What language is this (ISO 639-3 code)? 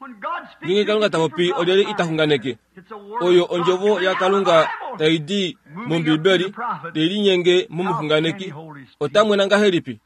kua